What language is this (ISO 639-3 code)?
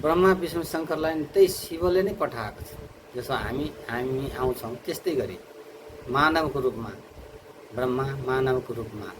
nep